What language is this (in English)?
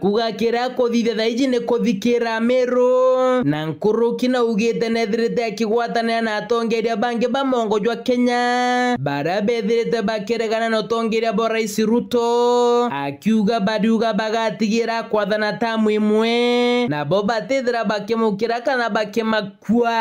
Meru